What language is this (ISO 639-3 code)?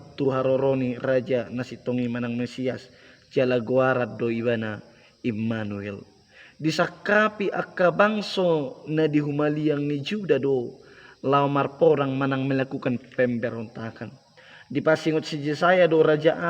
bbc